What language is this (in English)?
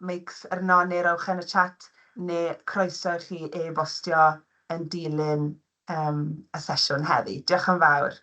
Welsh